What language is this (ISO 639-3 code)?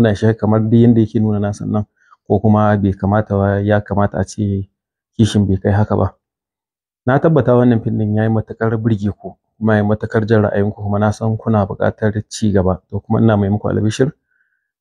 hau